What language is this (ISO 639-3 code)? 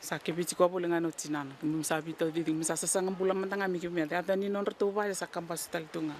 fij